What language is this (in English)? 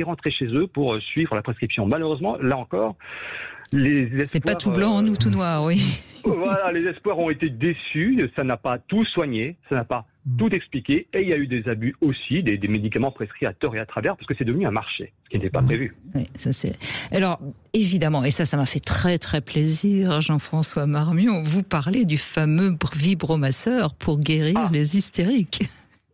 French